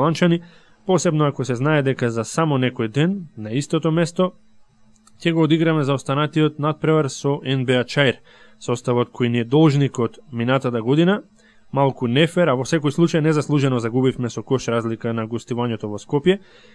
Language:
Macedonian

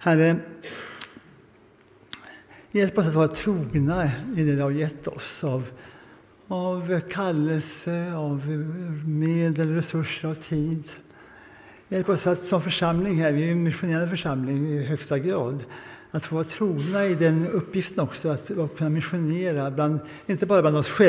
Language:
Swedish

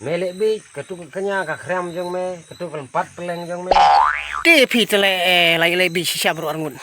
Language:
Khasi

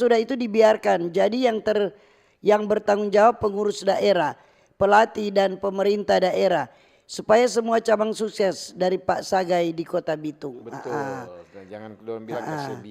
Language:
Manado Malay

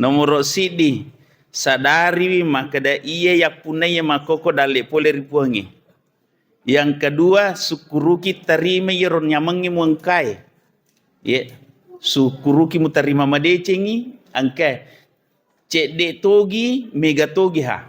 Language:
Buginese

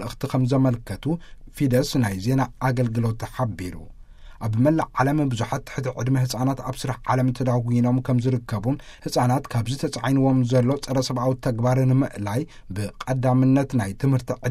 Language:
Tigrinya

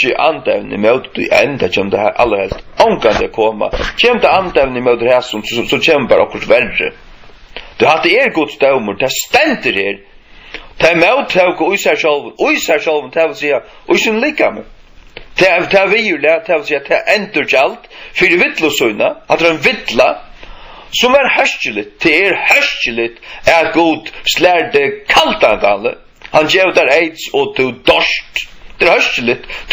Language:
Faroese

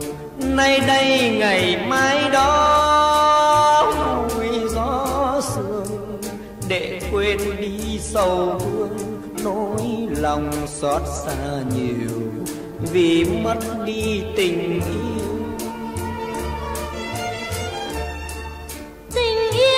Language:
Vietnamese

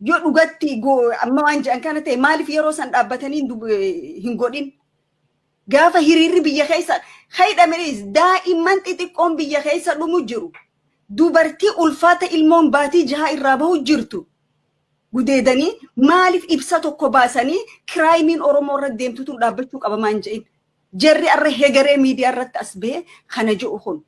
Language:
Oromo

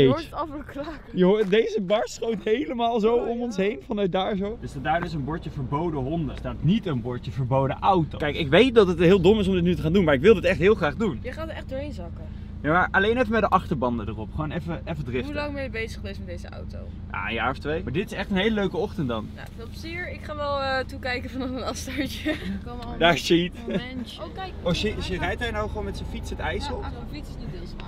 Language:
Dutch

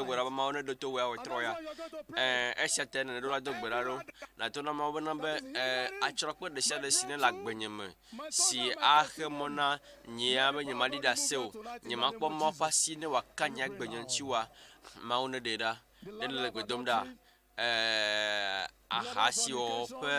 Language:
Ewe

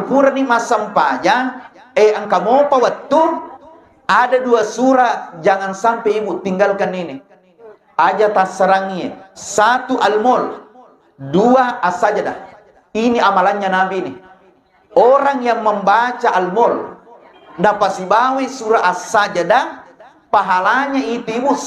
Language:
Buginese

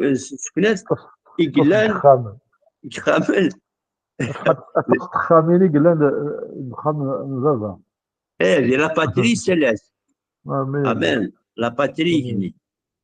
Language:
Kabyle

